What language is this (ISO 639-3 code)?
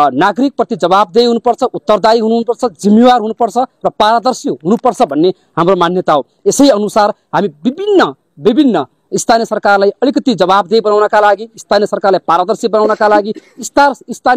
nep